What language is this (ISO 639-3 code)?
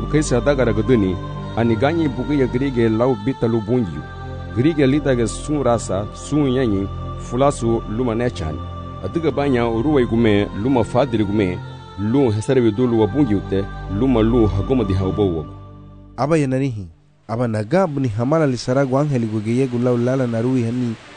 cab